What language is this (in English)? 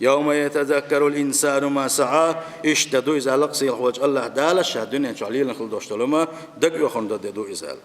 Chechen